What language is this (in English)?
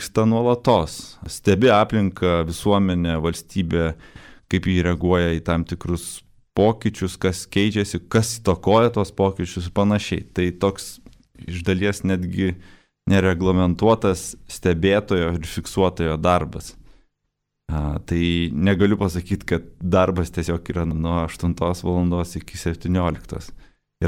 Lithuanian